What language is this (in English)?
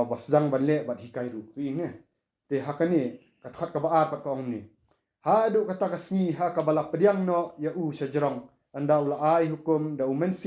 Khasi